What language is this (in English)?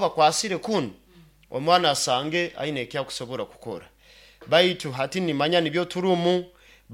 Nyoro